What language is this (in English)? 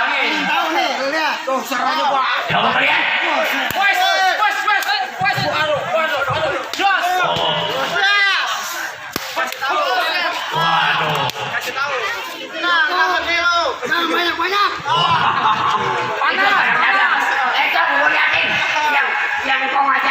Betawi